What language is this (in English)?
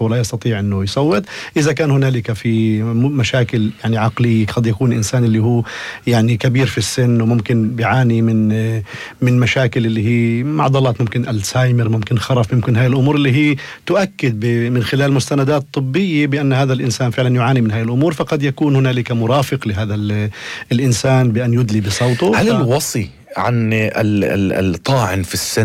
North Levantine Arabic